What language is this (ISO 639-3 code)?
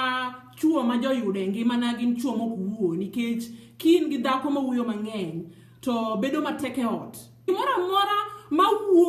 luo